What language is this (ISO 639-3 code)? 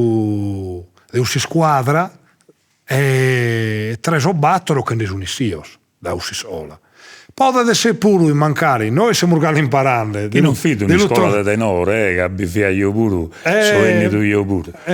srd